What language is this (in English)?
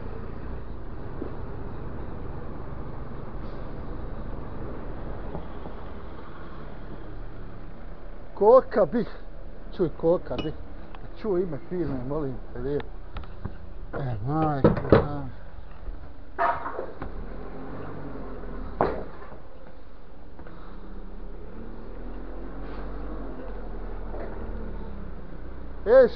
Bosnian